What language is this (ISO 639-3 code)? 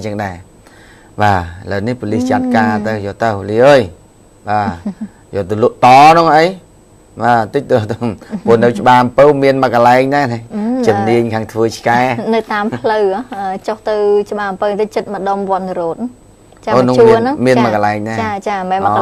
khm